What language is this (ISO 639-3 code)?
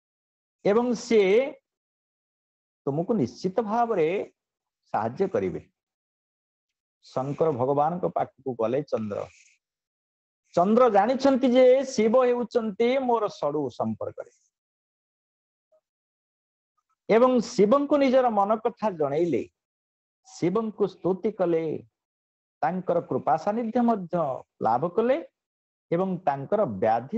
ori